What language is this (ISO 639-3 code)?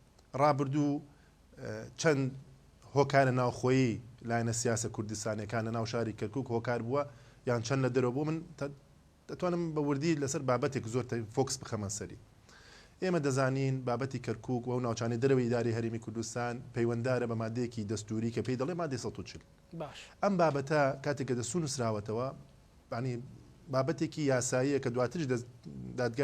ckb